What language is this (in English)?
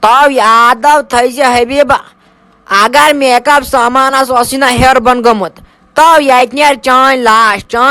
Kashmiri